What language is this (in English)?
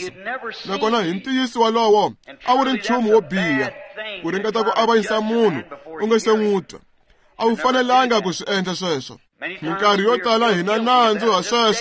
Tsonga